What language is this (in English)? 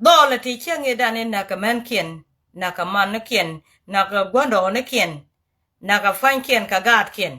Nuer